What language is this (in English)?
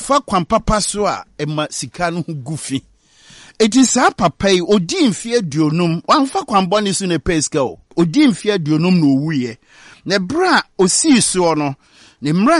Akan